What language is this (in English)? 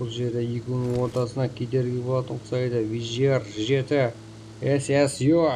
Kara-Kalpak